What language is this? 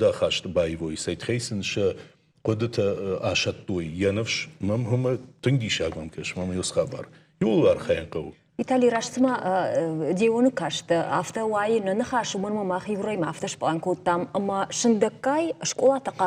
Ossetic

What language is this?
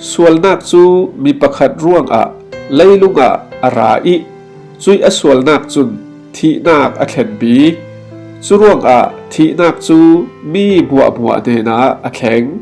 Falam Chin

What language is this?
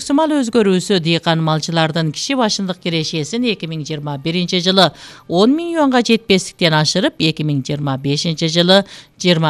Kyrgyz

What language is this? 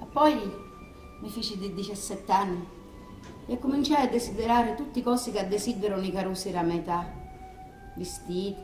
Sicilian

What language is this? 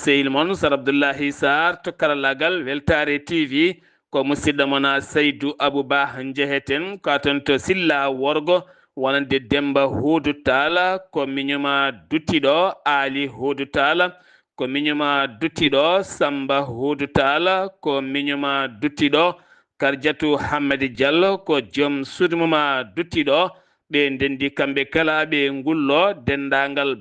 Fula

